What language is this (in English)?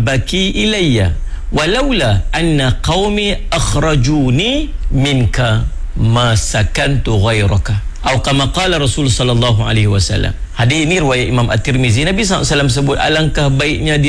Malay